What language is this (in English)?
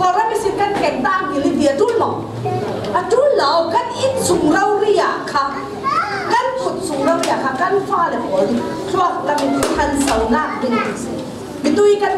Falam Chin